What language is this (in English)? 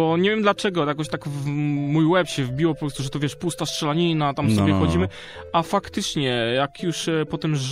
Polish